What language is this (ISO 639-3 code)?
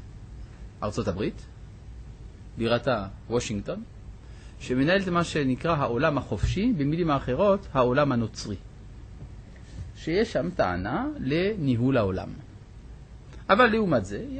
heb